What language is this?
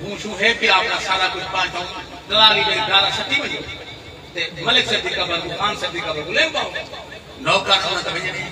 Saraiki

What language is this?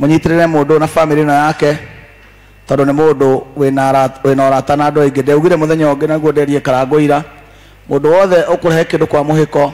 Kikuyu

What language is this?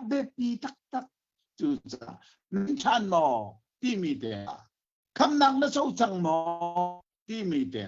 Hakha Chin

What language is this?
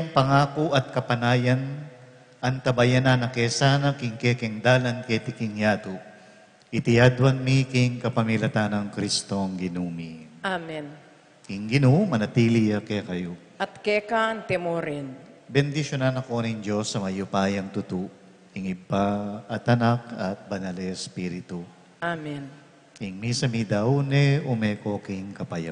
Pampanga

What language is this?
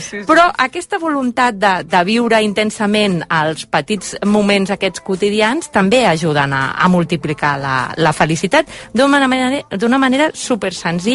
Catalan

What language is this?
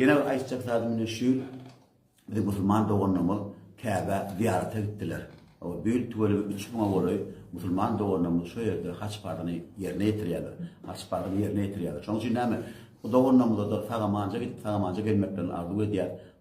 Turkmen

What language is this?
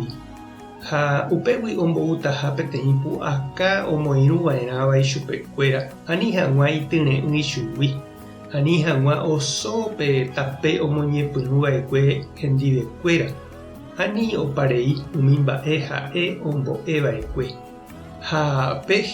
Guarani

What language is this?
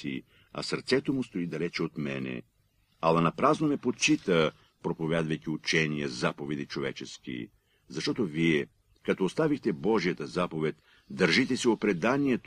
Bulgarian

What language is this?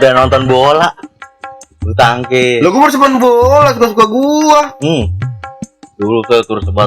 Betawi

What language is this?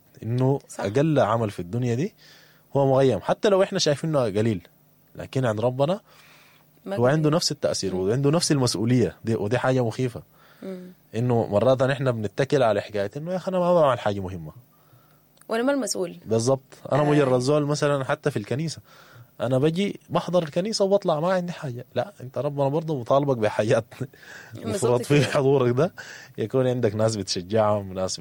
Sudanese Arabic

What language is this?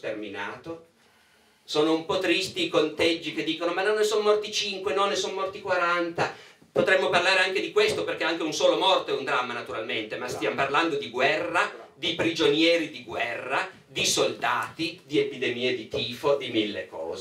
Italian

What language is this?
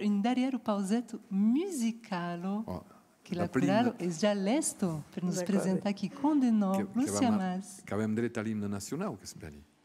Occitan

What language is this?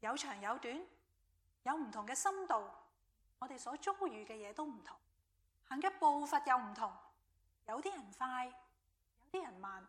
Cantonese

